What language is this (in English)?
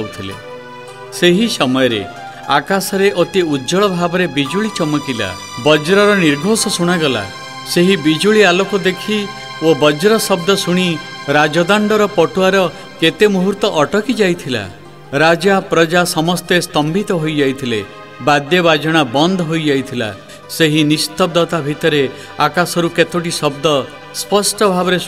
Odia